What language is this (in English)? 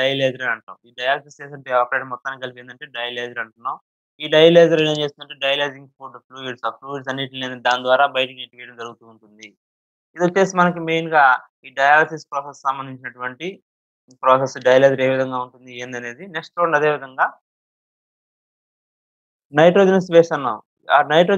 Telugu